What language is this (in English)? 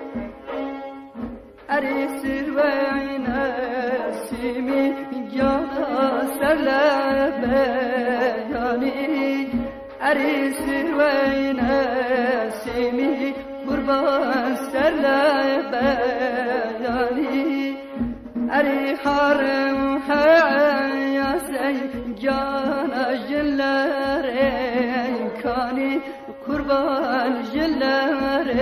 Central Kurdish